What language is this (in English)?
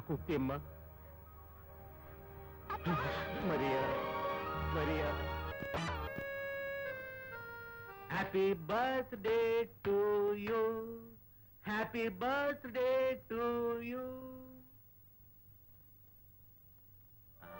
Kannada